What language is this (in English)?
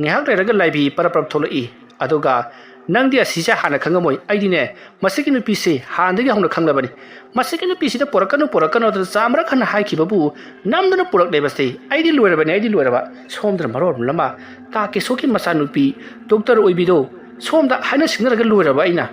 Manipuri